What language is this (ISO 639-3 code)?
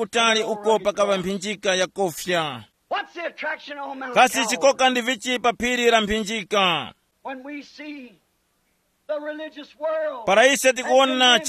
tum